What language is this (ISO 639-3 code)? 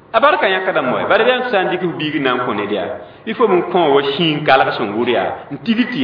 mos